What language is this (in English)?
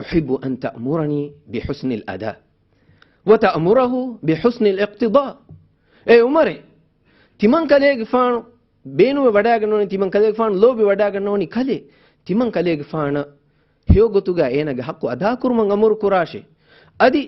Divehi